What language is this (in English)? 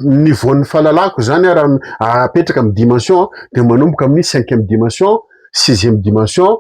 Malagasy